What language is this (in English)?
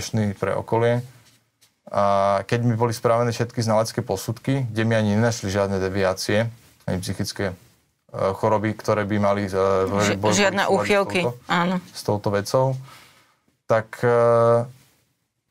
Slovak